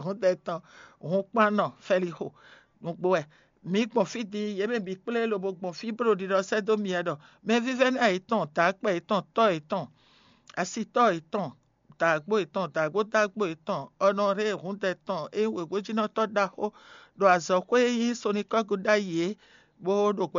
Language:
Fon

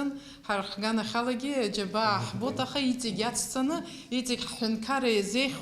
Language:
Abkhazian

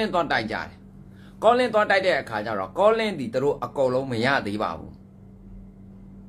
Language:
Burmese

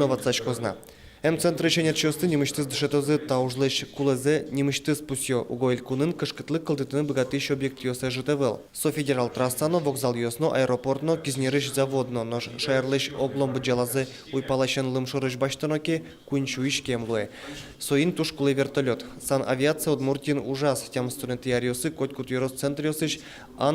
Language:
Udmurt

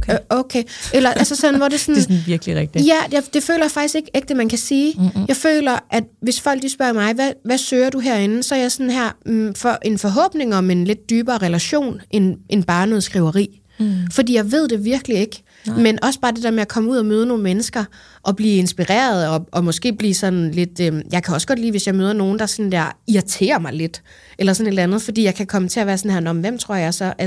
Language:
Danish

